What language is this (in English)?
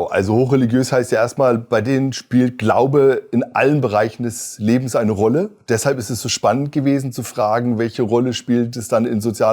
Swiss German